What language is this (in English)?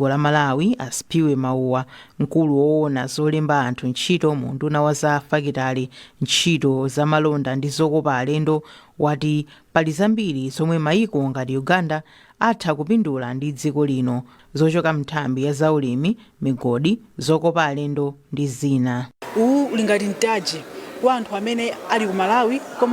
Nyanja